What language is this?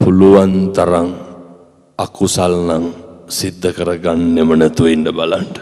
Sinhala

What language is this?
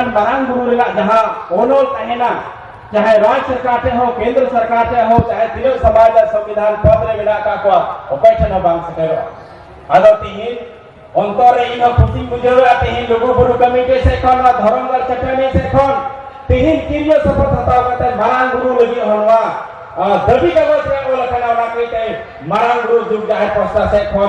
Santali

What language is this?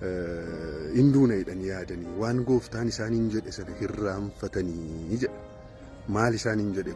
Oromo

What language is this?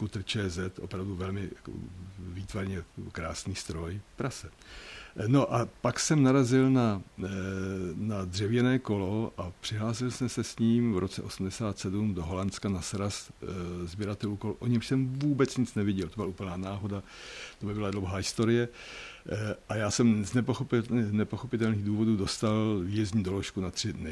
Czech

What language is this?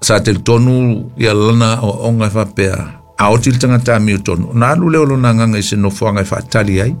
Samoan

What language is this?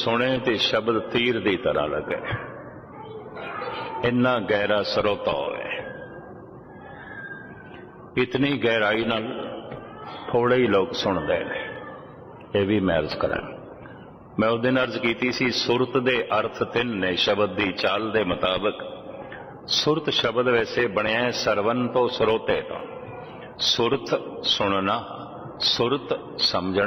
Punjabi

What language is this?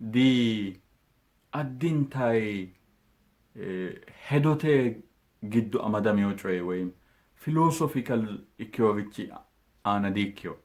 Sidamo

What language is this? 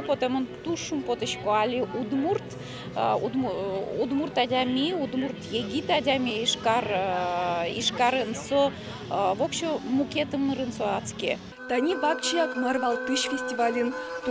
Udmurt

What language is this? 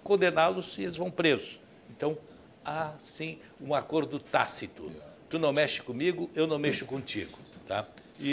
Portuguese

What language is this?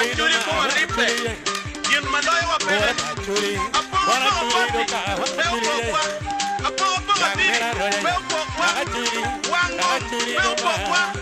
Acoli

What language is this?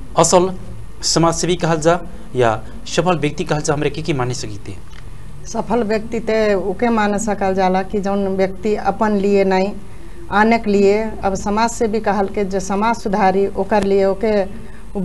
Bhojpuri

